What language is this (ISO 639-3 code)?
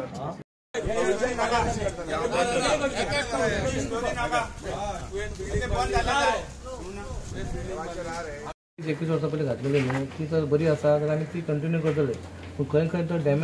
kok